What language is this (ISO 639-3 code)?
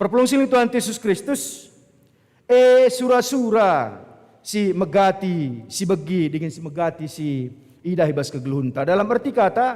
btx